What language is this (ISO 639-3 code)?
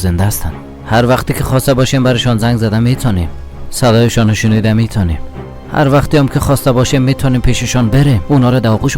fas